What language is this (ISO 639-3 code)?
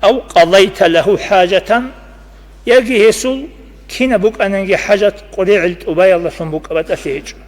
ava